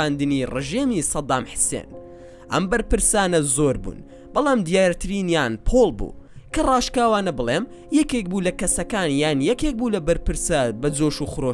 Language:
Central Kurdish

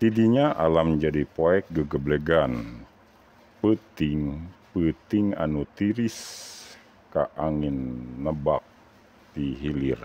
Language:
Sundanese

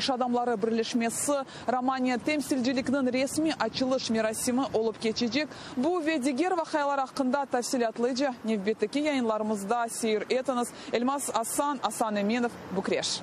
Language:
Crimean Tatar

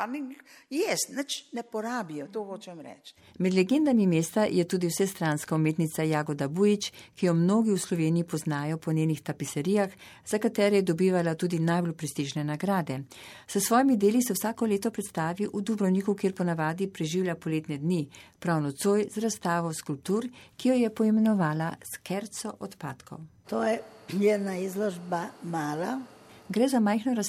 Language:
Slovenian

